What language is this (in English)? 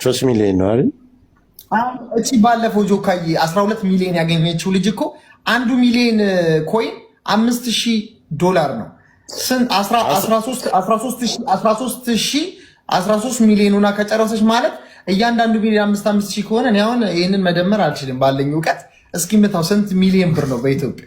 Amharic